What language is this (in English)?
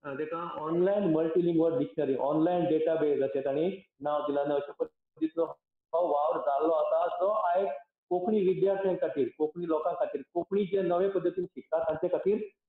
Konkani